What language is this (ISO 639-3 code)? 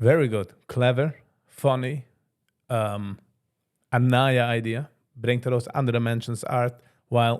yid